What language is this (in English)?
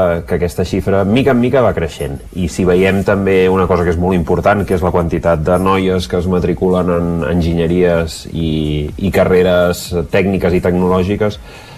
Catalan